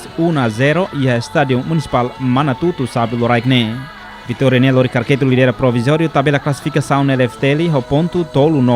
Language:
Tetum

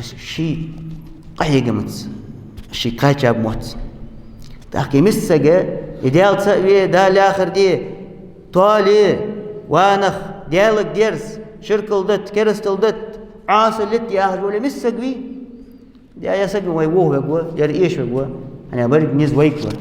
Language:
Ingush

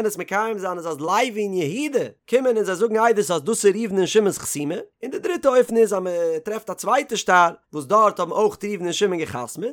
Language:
Yiddish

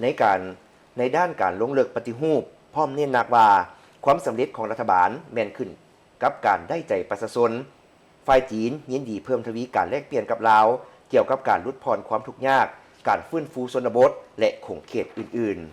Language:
Lao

